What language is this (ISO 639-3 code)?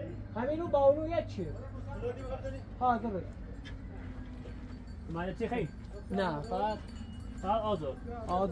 fas